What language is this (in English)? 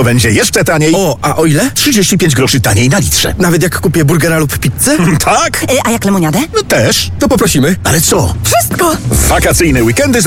Polish